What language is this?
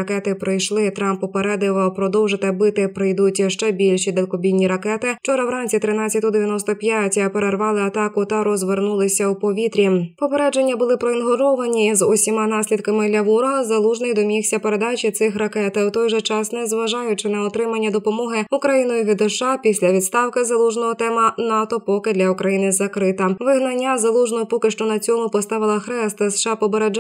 Ukrainian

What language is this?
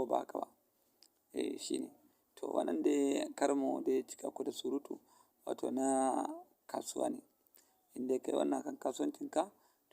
Hausa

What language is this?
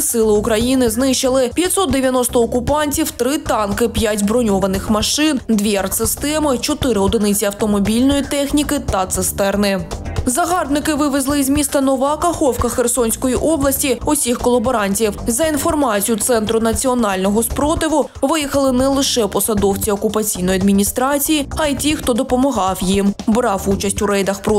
Ukrainian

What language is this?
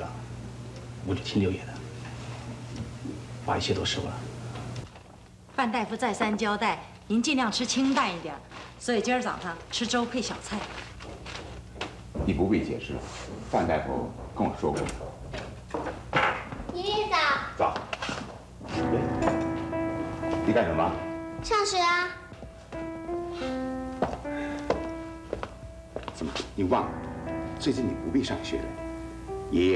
Chinese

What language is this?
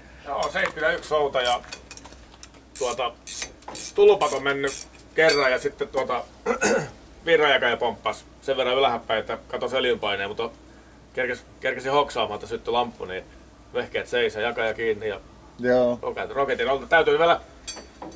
Finnish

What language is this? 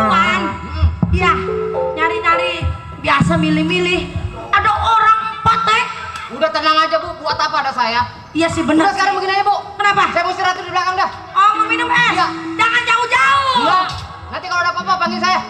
Betawi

